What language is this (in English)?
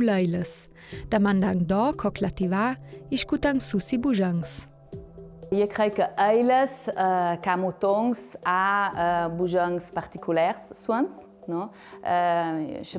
Ladin